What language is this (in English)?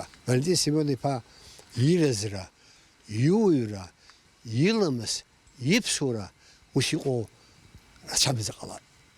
Abkhazian